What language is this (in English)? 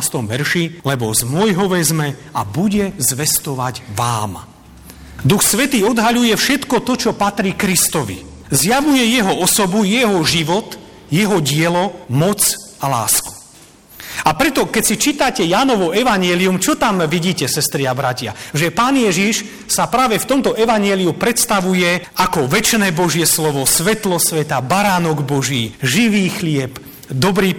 Slovak